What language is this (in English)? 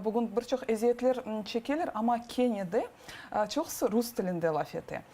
Crimean Tatar